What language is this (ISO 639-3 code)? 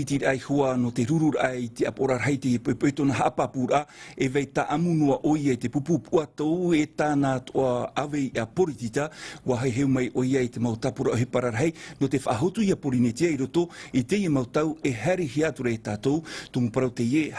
tah